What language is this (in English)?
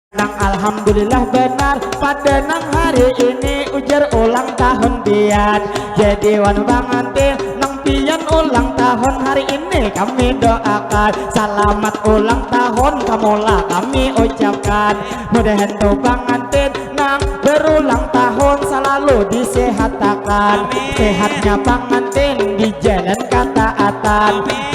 Banjar